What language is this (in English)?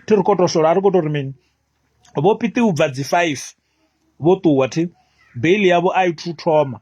Venda